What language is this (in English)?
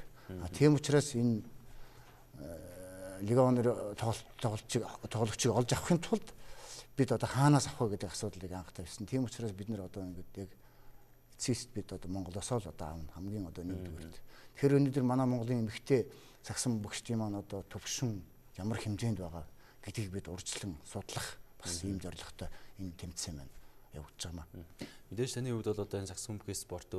Mongolian